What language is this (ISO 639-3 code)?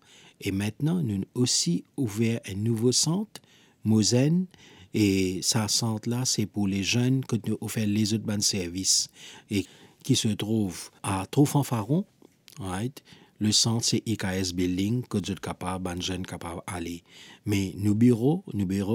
mfe